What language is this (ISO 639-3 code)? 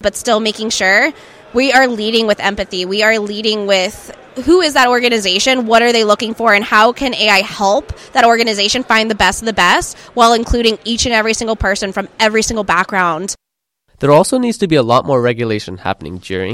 eng